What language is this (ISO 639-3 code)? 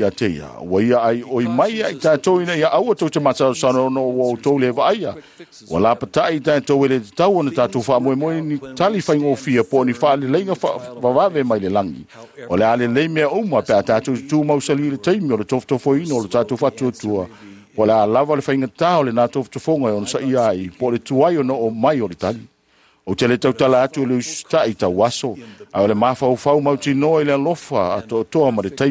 smo